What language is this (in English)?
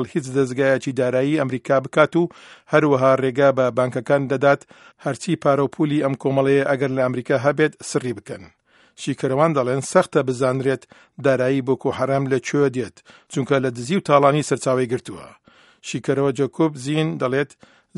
Central Kurdish